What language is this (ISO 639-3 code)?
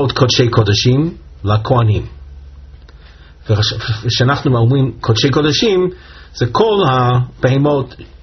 heb